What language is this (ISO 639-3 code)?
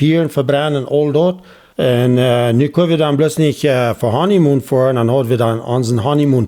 pdt